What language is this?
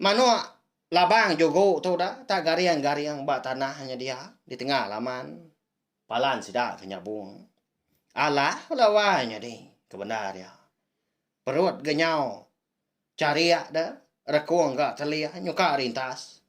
Iban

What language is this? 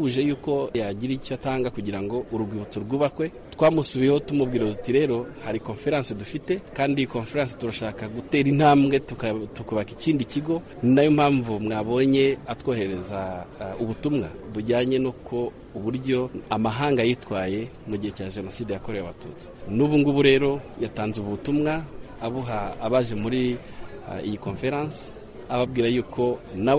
Kinyarwanda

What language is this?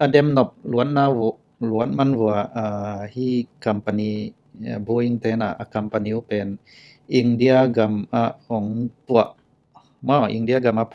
Tedim Chin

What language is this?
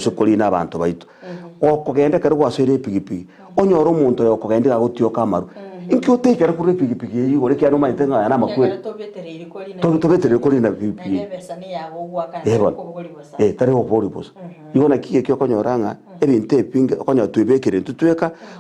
Gusii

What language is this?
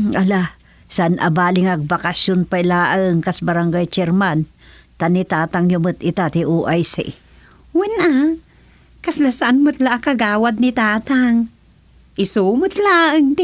Iloko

